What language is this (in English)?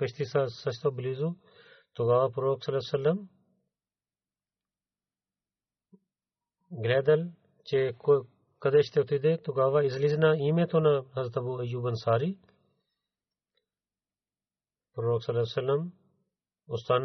Bulgarian